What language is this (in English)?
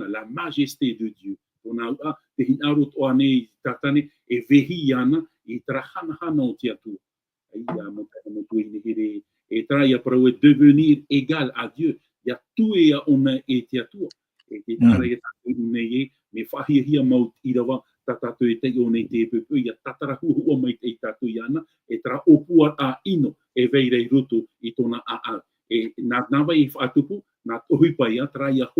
Tahitian